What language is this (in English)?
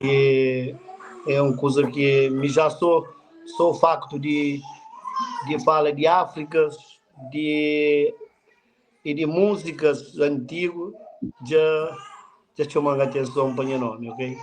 Kabuverdianu